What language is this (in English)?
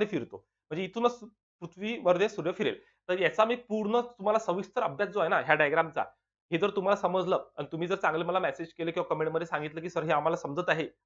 Marathi